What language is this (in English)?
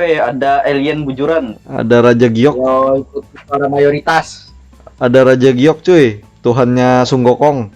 Banjar